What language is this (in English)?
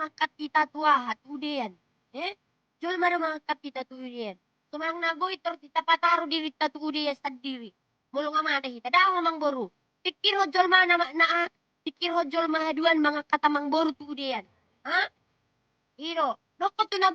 Batak Toba